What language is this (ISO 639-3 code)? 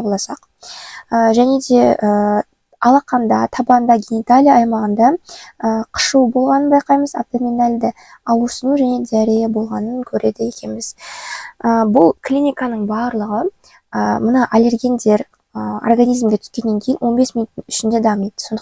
kaz